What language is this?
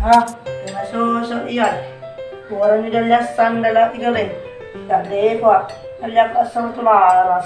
Buginese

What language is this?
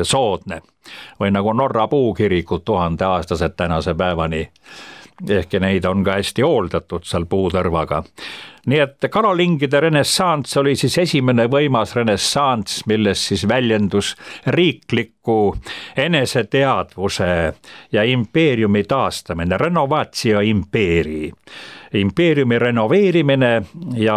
Estonian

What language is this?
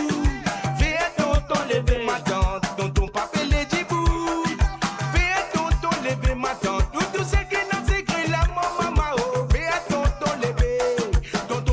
Morisyen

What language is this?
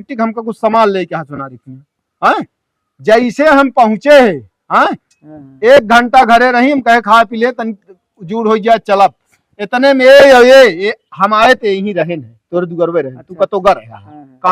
Awadhi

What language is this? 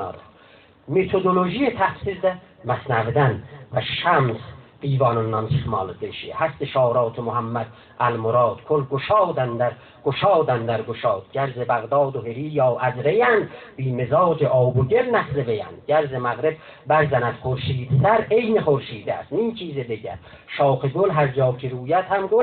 South Azerbaijani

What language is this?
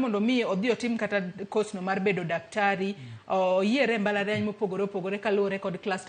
Luo (Kenya and Tanzania)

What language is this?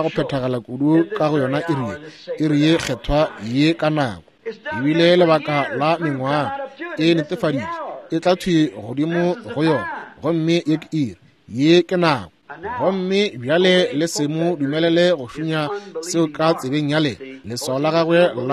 Northern Sotho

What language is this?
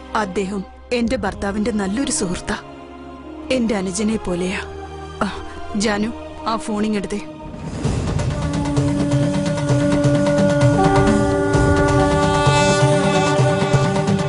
Malayalam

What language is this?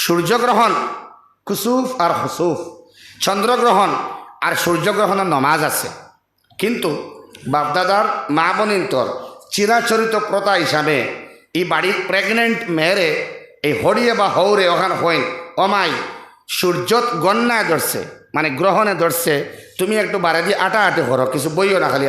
Sylheti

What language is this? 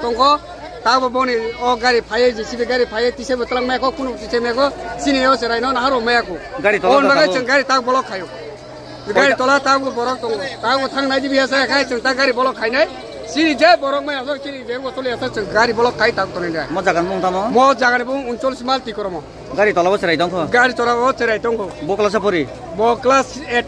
Kok Borok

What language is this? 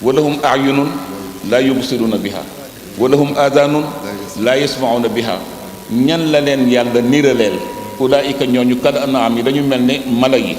Wolof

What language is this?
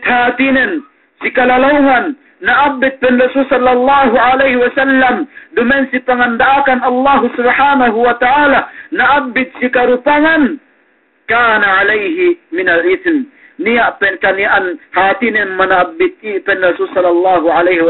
Yakan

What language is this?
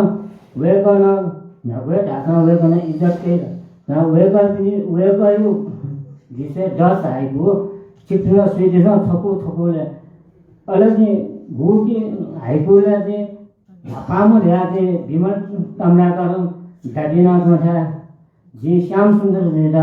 Newari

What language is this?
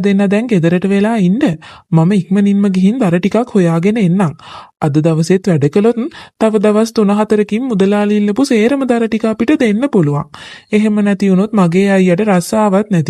Sinhala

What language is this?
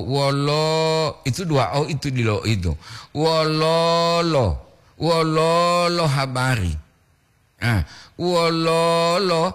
Gorontalo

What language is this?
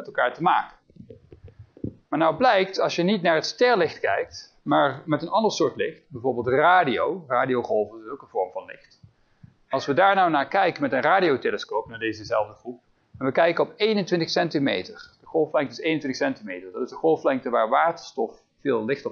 Dutch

